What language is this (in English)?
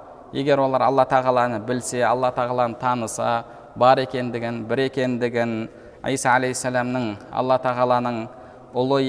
Kazakh